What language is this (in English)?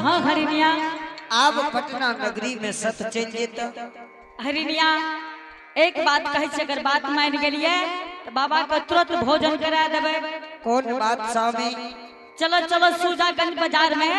Angika